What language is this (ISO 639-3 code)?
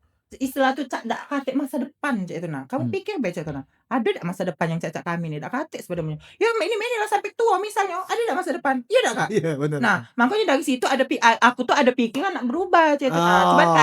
mui